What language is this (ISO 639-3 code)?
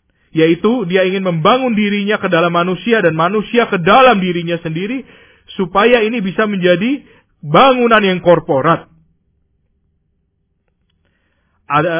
ind